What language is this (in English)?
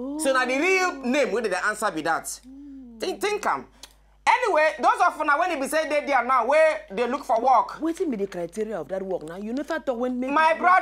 Nigerian Pidgin